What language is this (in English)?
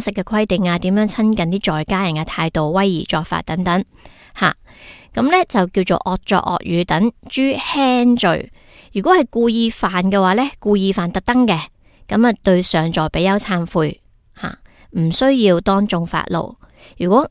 Cantonese